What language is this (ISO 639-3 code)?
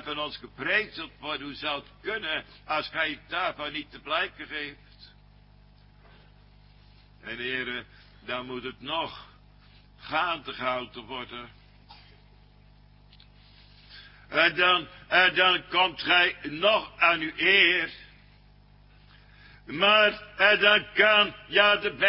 nld